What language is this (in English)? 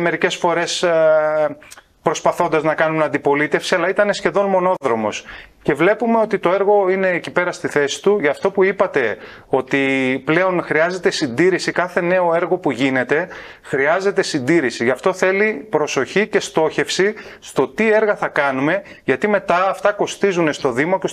Greek